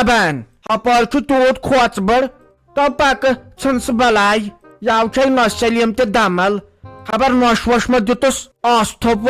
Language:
Kashmiri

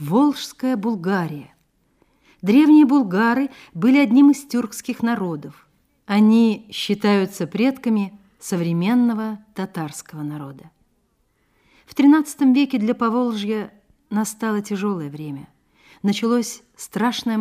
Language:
Russian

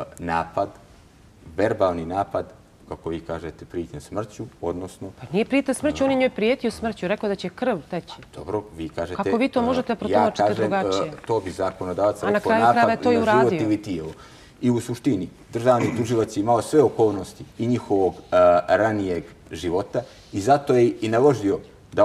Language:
Bosnian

